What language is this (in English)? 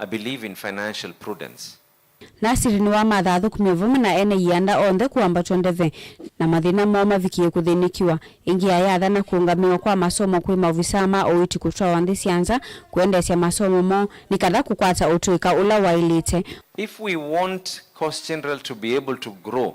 Kamba